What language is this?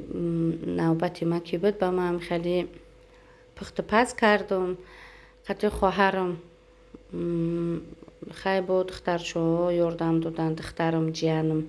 Tajik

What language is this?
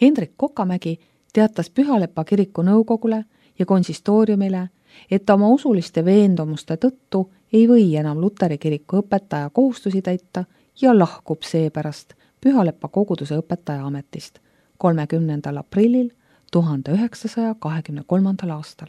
Estonian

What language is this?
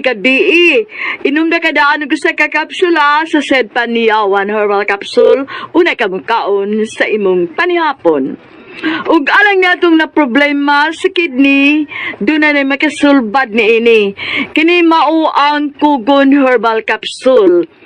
Cebuano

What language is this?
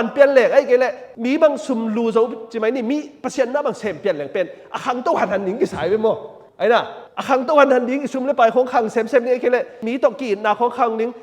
Tedim Chin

